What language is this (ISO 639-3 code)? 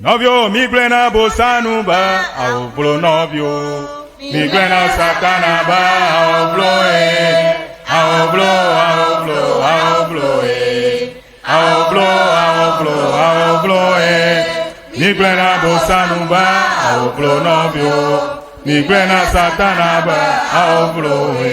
ewe